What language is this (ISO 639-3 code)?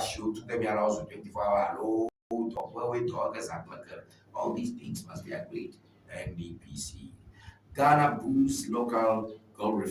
ewe